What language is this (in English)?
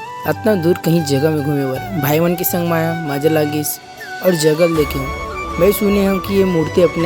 Chhattisgarhi